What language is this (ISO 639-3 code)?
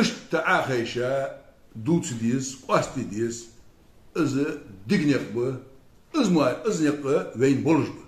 inh